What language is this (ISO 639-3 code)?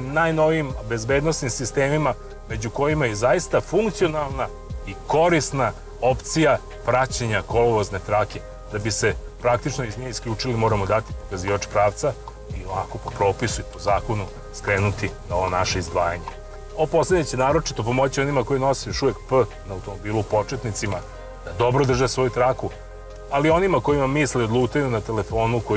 srp